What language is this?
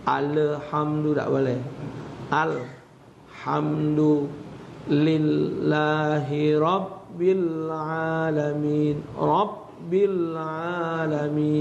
Musi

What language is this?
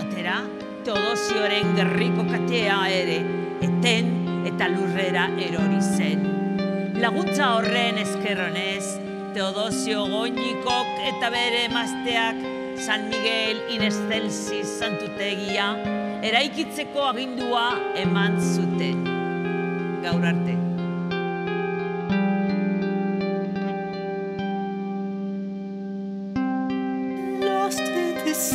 Basque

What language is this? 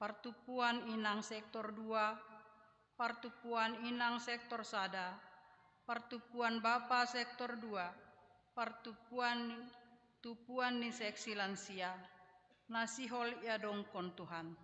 Batak Simalungun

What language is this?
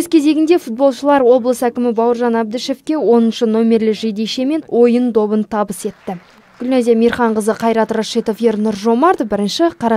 Kazakh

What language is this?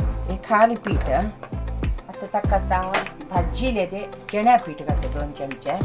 Konkani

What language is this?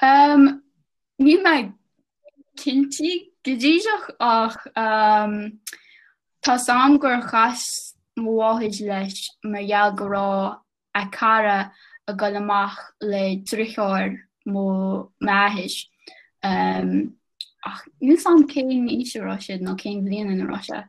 Irish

